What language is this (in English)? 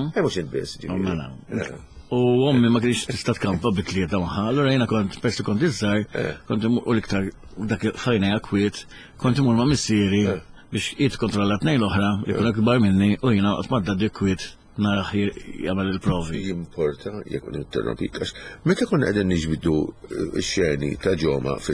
Maltese